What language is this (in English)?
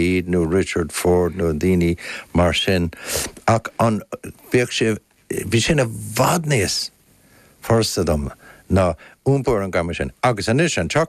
Irish